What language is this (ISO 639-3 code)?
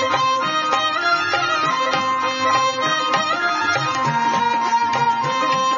tel